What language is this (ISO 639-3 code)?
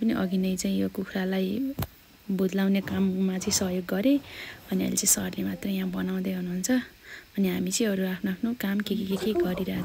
nep